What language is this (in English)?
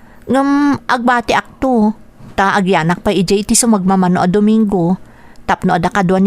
Iloko